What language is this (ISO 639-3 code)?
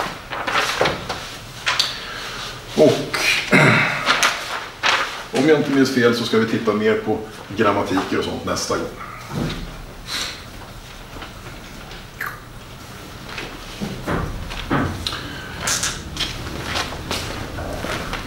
swe